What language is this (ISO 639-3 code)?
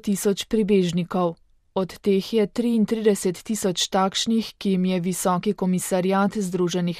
slv